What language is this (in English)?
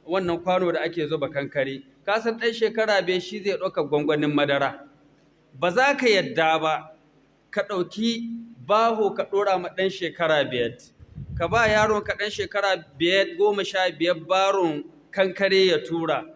Hausa